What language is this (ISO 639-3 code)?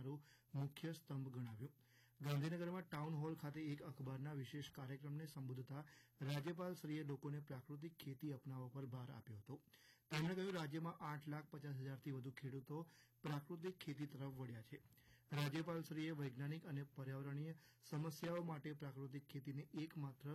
guj